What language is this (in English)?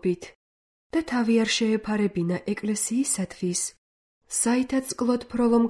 Georgian